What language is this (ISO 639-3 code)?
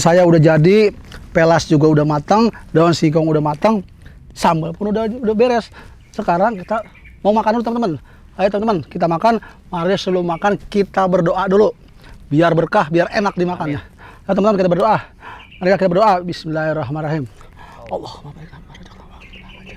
bew